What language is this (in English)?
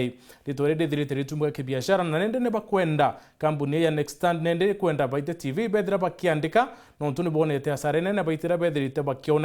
Meru